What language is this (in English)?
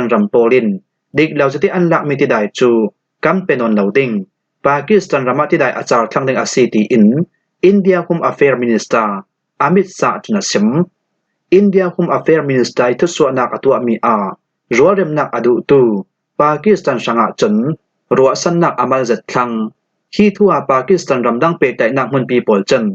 Falam Chin